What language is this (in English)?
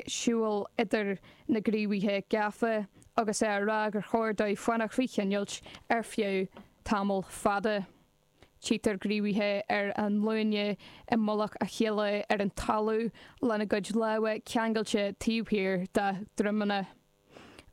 Irish